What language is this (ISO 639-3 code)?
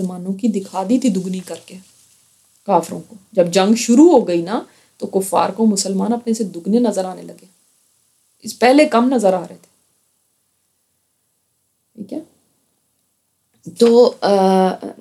urd